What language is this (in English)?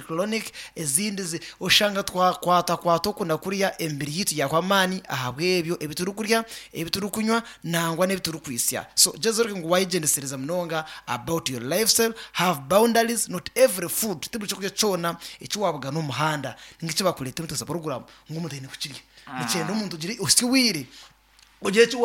Nyankole